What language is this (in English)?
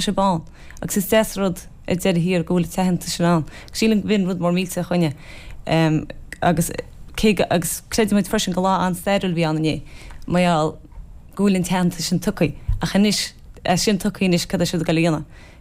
Irish